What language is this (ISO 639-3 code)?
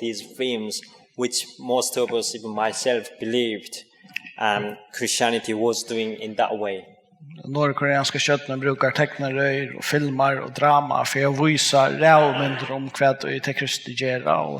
fao